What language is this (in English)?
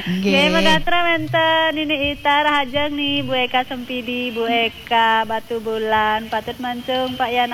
Balinese